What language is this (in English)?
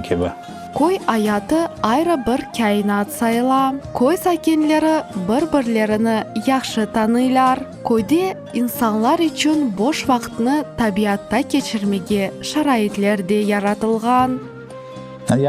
Crimean Tatar